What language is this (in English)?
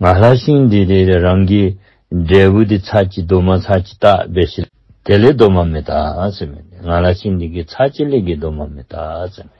Tibetan